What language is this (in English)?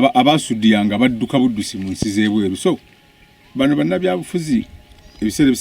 Ganda